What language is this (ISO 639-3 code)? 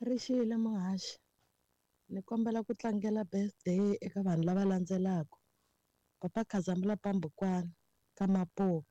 tso